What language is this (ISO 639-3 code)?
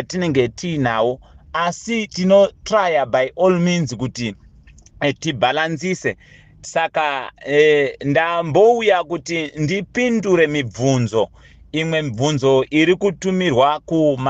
sna